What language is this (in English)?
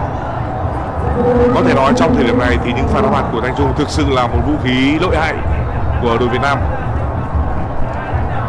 Vietnamese